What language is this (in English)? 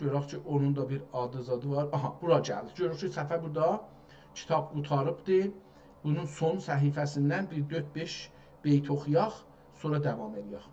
South Azerbaijani